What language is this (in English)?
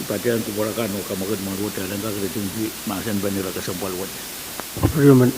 Pohnpeian